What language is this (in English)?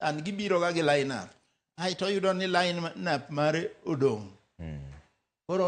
Luo (Kenya and Tanzania)